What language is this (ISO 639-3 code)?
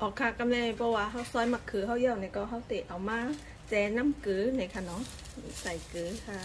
shn